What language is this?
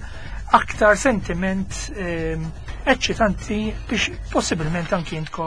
Maltese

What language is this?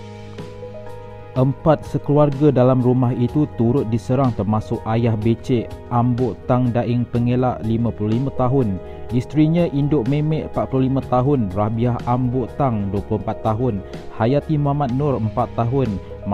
Malay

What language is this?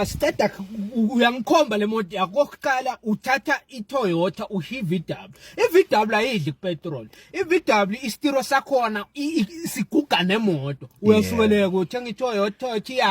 Zulu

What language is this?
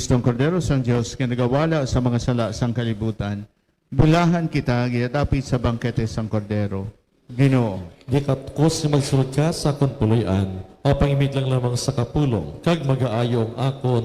Hiligaynon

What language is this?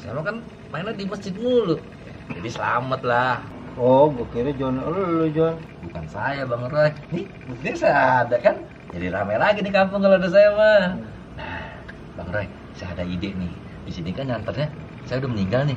Betawi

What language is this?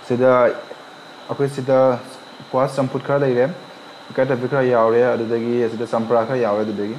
Manipuri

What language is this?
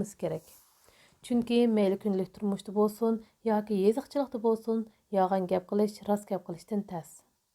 Uyghur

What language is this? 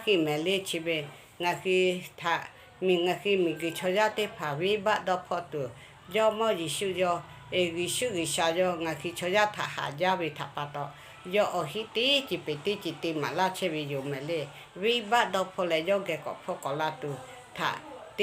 Lahu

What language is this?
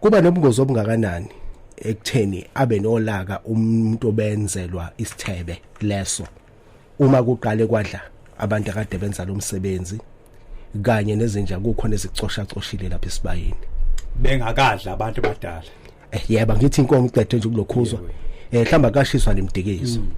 Zulu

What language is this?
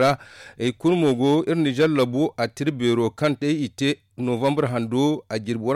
Zarma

